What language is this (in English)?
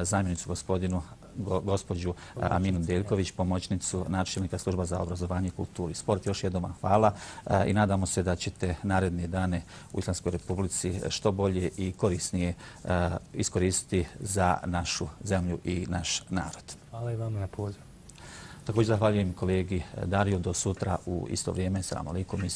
Bosnian